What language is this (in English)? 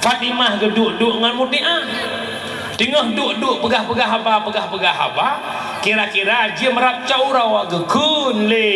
Achinese